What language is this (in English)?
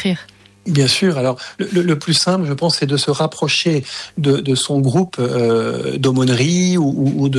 French